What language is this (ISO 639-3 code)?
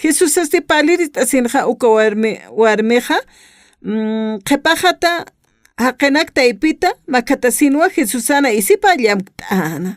aym